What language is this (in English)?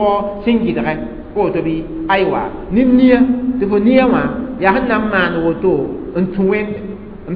Mossi